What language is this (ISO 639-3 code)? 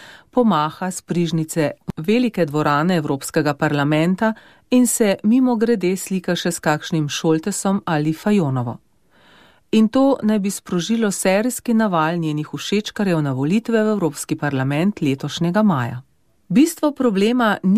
slv